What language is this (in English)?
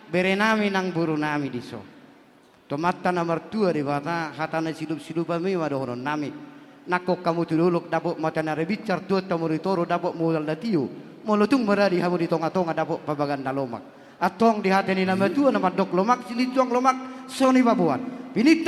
Batak Toba